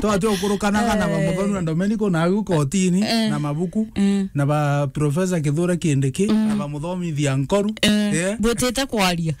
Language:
Meru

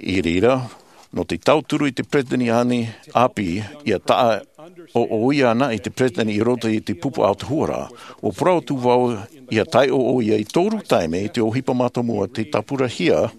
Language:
Tahitian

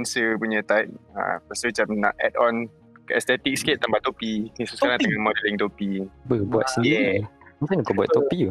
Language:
Malay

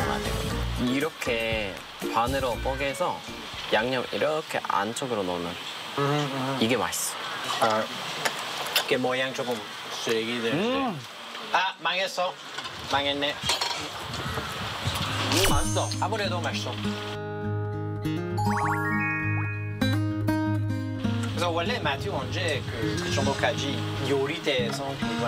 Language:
Korean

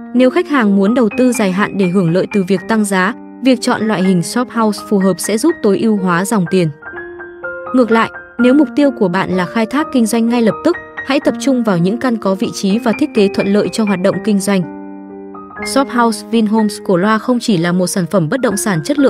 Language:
Vietnamese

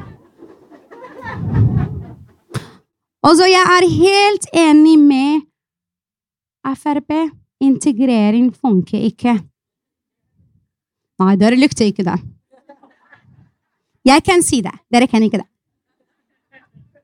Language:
Norwegian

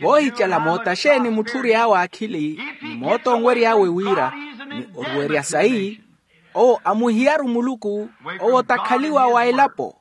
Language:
Makhuwa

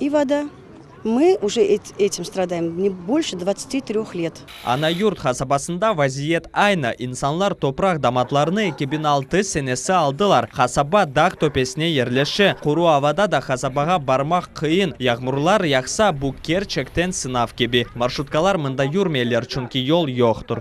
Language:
Crimean Tatar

